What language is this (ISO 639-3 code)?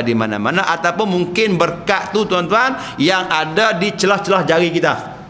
msa